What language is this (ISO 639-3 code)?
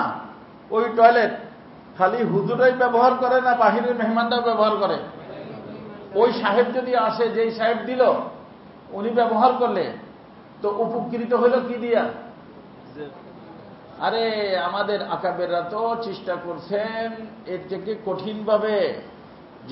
ben